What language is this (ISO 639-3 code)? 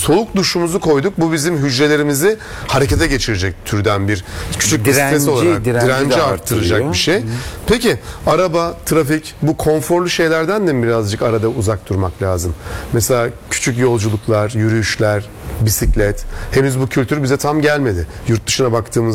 tur